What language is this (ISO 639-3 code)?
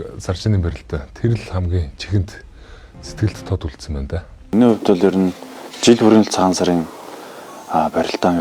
mon